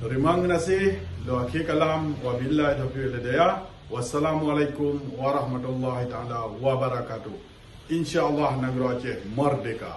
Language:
Achinese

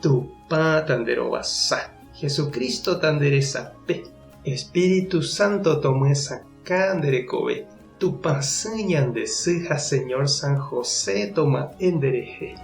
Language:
Guarani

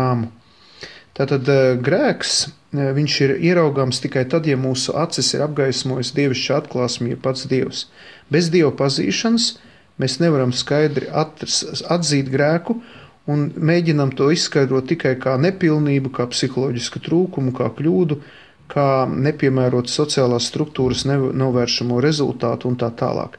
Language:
Latvian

